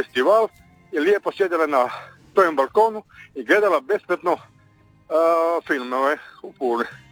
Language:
Croatian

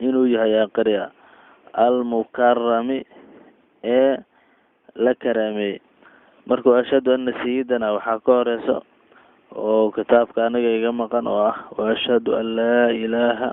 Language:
Somali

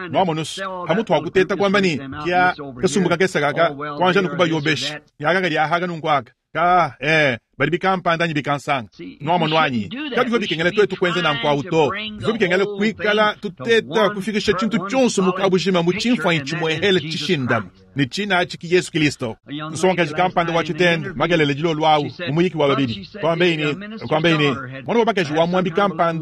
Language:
Luba-Lulua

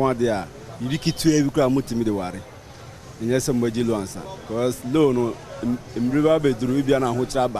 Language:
Akan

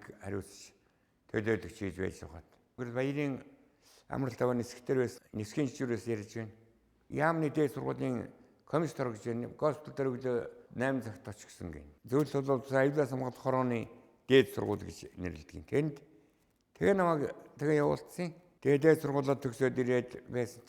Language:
Mongolian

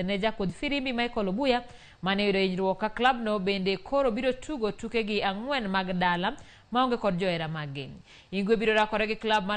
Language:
Luo (Kenya and Tanzania)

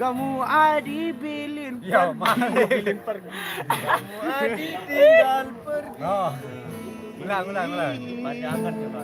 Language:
Sasak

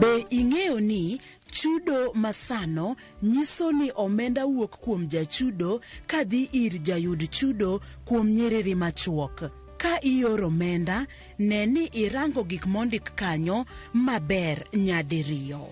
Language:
Luo (Kenya and Tanzania)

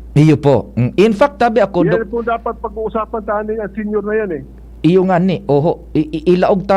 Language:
Bikol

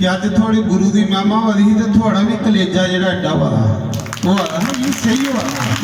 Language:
Dogri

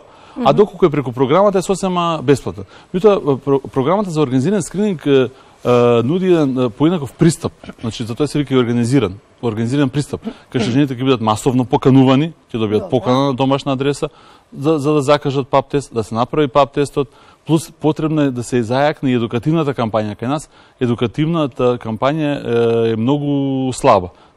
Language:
Macedonian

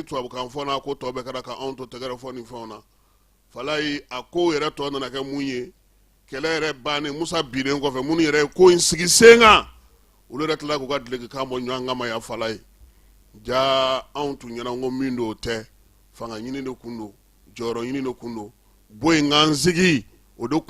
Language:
Bambara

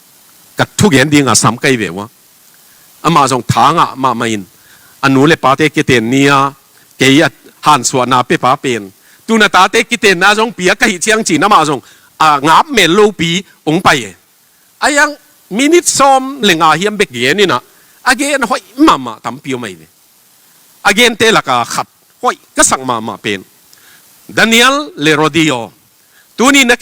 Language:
Tedim Chin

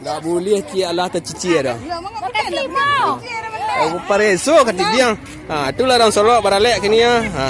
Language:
Minangkabau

